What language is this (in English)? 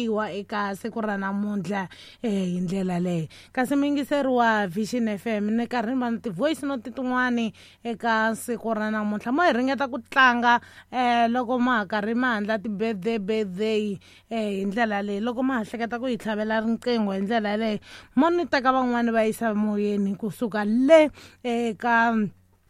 Tsonga